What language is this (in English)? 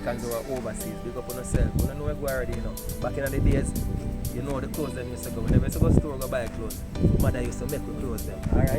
Jamaican Creole English